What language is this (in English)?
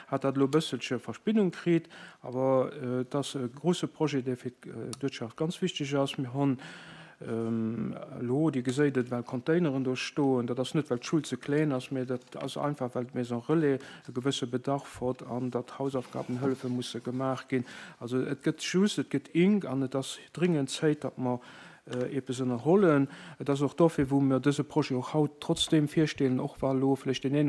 Luxembourgish